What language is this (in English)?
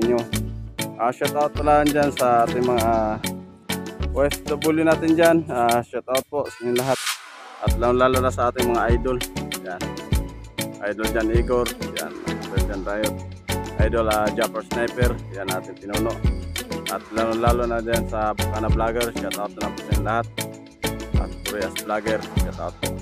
Filipino